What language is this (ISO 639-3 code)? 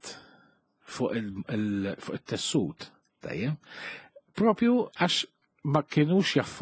mlt